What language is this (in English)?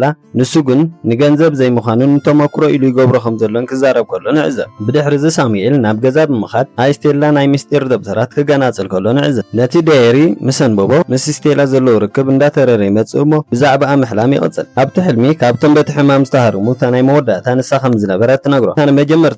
Tigrinya